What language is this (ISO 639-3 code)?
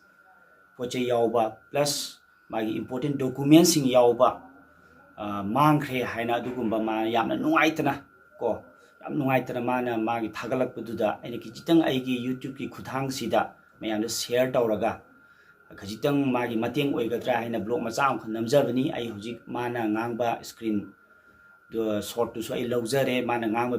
mni